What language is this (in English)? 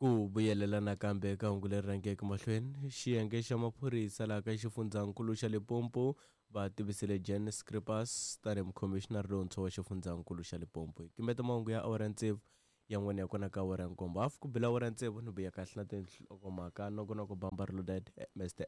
Tsonga